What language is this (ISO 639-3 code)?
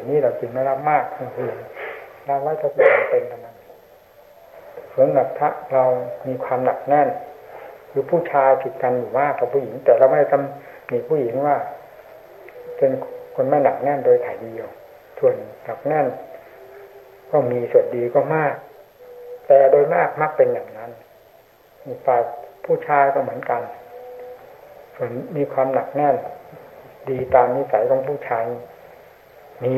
tha